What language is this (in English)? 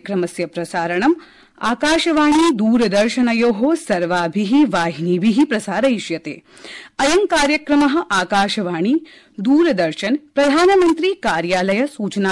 Sanskrit